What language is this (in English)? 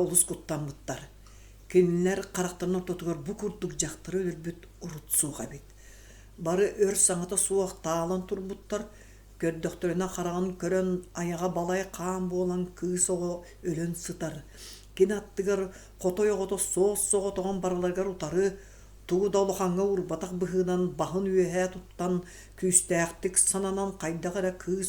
Yakut